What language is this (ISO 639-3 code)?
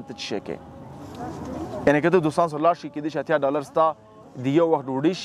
pus